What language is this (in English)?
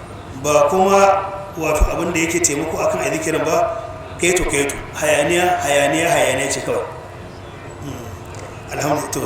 Hausa